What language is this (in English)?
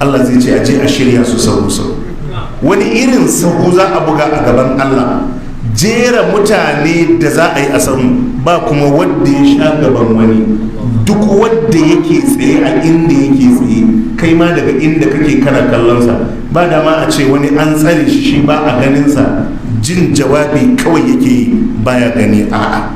Hausa